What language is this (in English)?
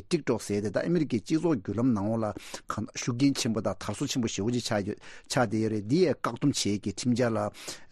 Tibetan